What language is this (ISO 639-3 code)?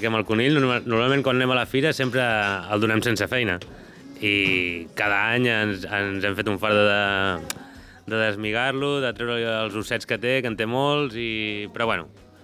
cat